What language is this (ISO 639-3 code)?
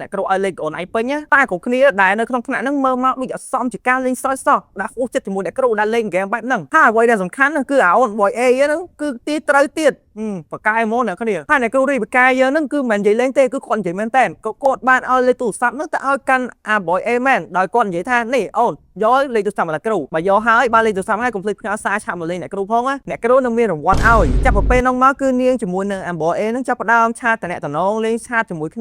khm